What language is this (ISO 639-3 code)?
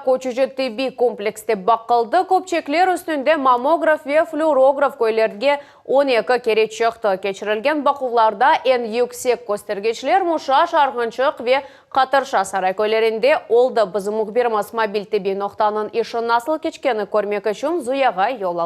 crh